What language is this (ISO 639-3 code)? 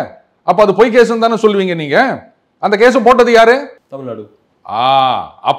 tam